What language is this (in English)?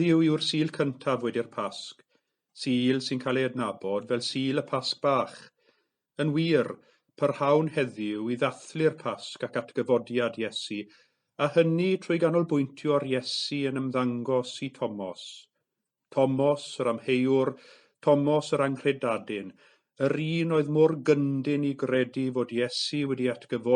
Welsh